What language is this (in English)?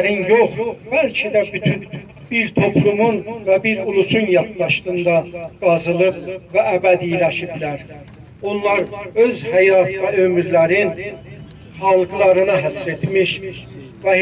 South Azerbaijani